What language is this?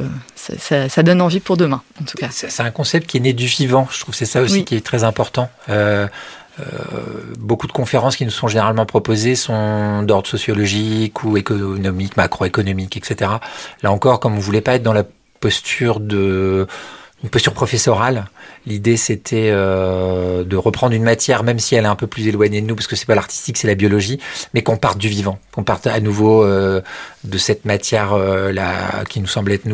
French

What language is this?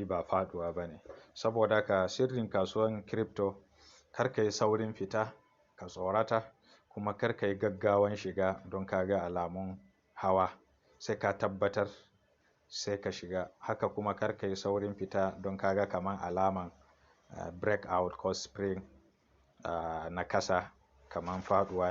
Hausa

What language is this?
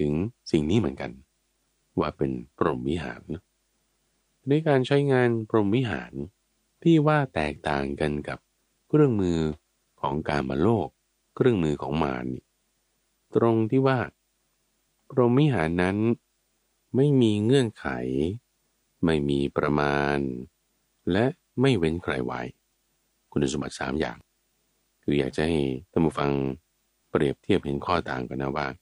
Thai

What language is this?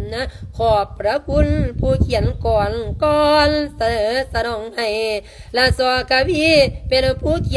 Lao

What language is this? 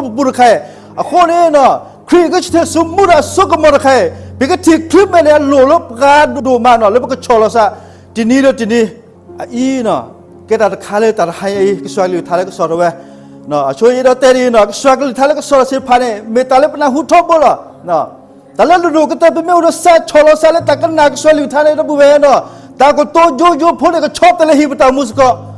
S'gaw Karen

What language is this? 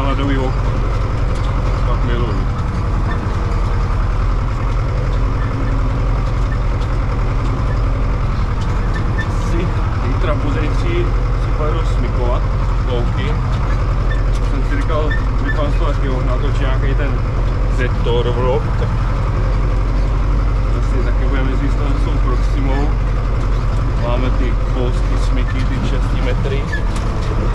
Czech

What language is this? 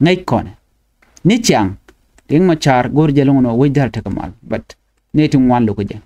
Nuer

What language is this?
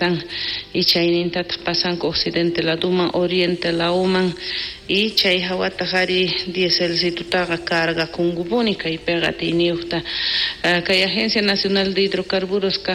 South Bolivian Quechua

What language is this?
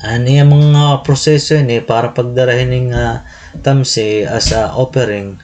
Waray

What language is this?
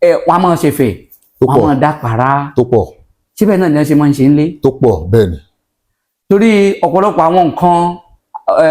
Yoruba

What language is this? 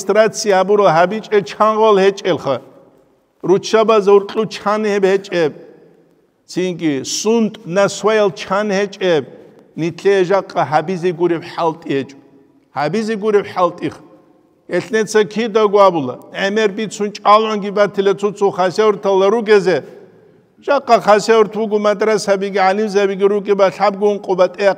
Avaric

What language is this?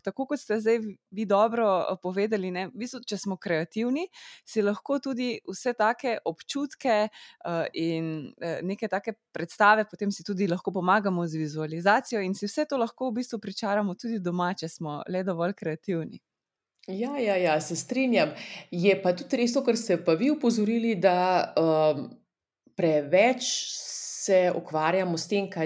Slovenian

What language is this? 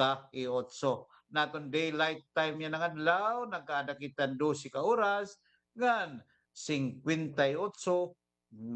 Waray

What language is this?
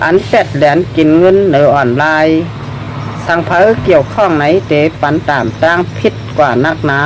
Shan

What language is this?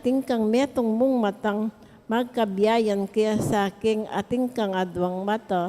Pampanga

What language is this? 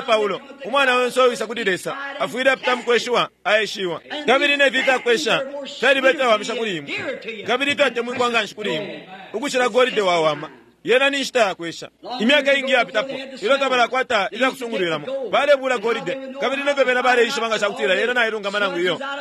Bemba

